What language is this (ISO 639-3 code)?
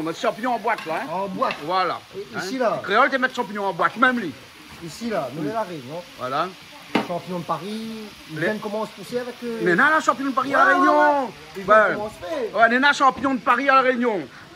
rcf